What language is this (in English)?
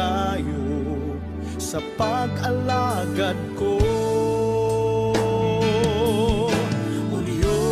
Cebuano